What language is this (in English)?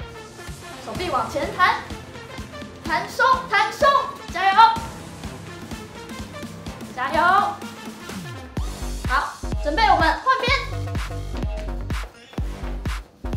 Chinese